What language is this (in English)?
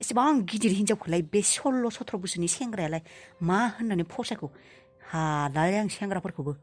Bodo